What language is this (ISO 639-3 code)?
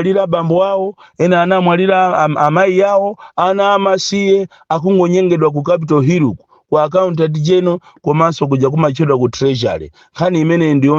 nya